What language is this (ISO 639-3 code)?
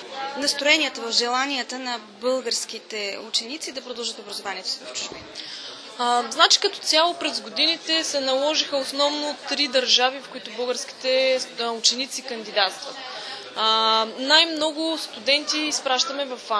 bul